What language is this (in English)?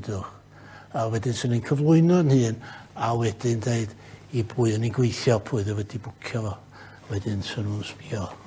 Welsh